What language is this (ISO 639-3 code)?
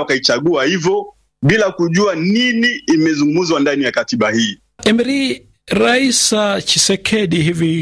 swa